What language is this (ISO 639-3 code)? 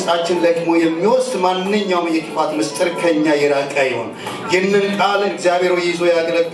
amh